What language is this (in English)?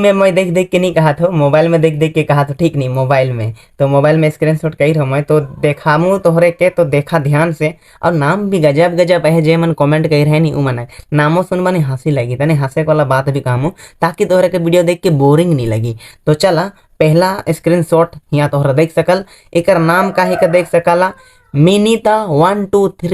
Sadri